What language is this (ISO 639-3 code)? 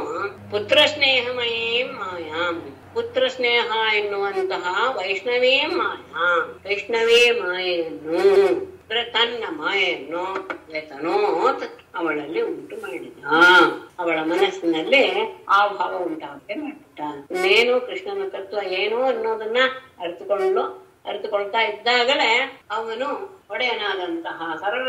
kan